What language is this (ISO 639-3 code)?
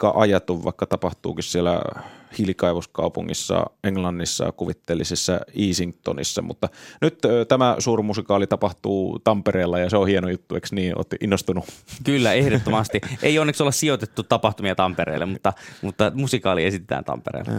fin